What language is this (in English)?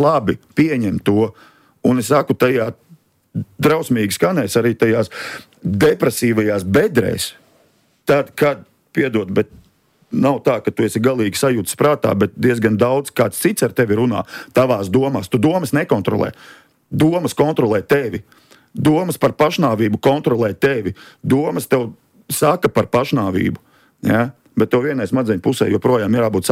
Latvian